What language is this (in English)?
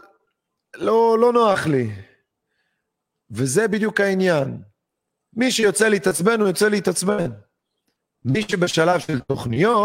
Hebrew